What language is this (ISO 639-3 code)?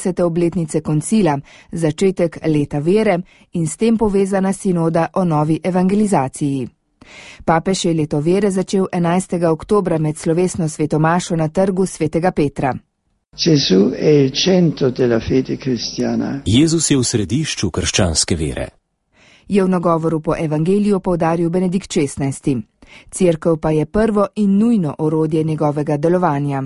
slv